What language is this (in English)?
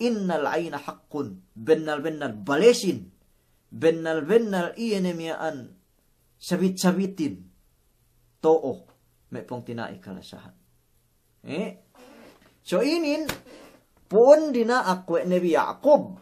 Yakan